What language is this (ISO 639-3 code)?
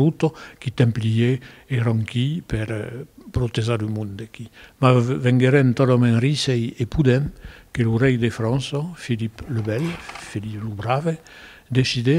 oci